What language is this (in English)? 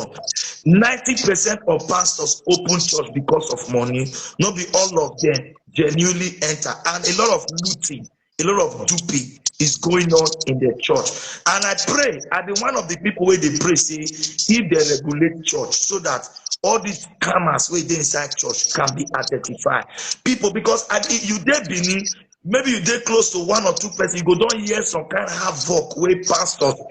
Nigerian Pidgin